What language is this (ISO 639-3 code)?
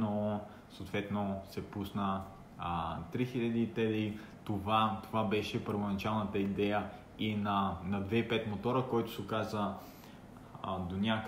bul